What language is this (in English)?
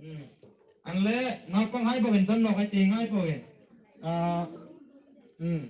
Hmar